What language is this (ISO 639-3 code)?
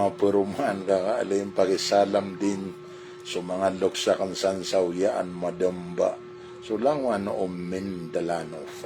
mrw